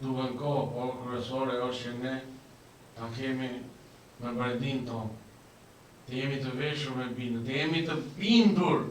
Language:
Albanian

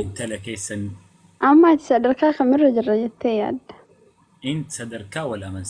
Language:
Oromo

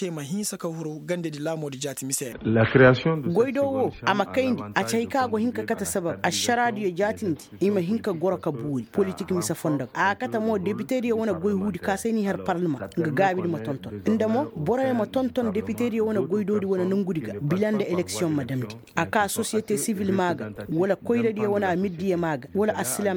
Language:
Koyraboro Senni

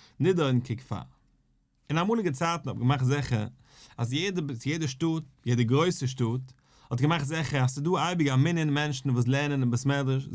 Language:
Yiddish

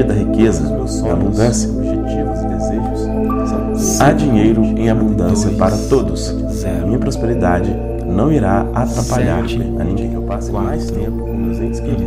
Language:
Portuguese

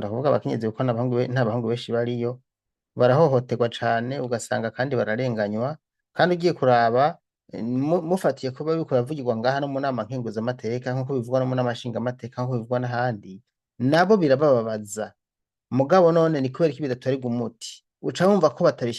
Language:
Rundi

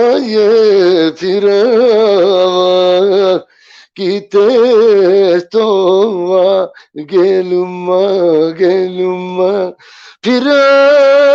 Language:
Balkan Romani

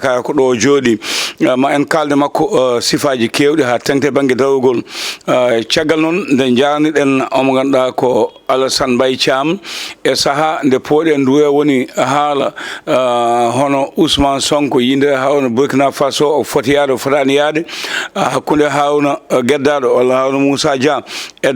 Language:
Fula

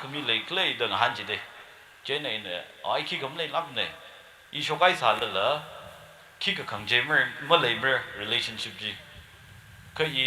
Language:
Tangkhul Naga (India)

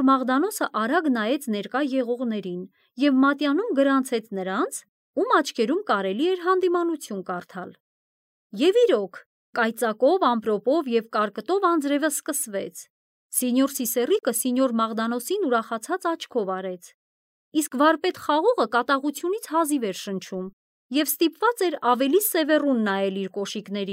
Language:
Armenian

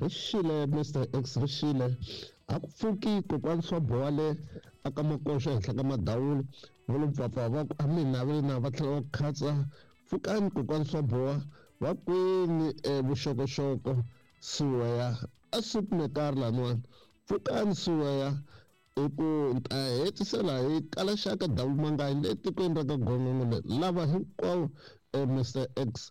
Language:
Tsonga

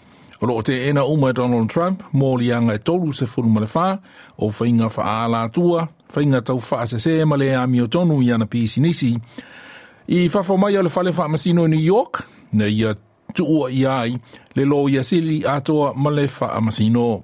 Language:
Samoan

